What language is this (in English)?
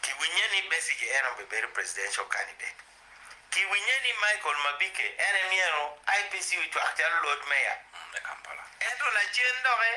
Acoli